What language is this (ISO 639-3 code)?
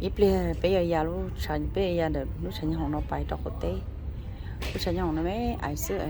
hmn